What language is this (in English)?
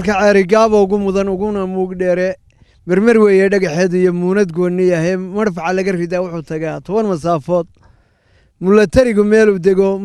Somali